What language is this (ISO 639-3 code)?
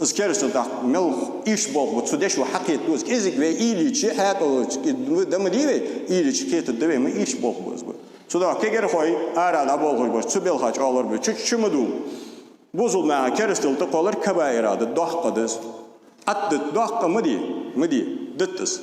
inh